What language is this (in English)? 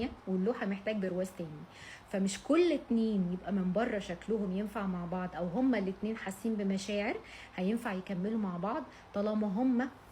Egyptian Arabic